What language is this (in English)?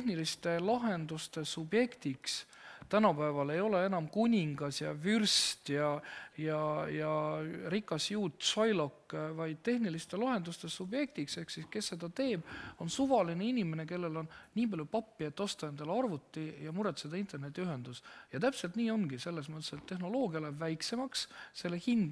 Estonian